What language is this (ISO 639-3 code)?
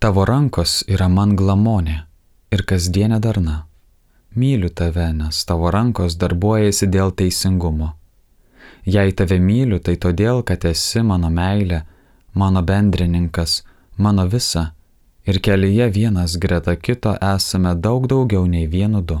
lit